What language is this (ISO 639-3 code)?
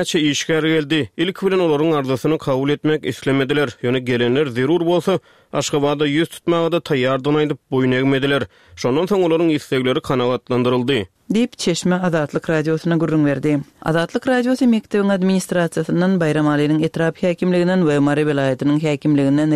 tuk